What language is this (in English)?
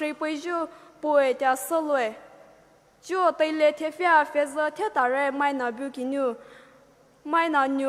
Poumei Naga